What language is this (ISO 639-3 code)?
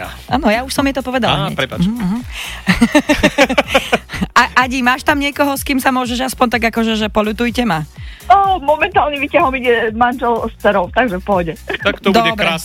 slk